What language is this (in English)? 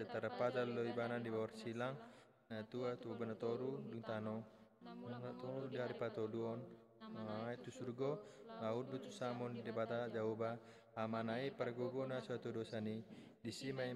Batak Toba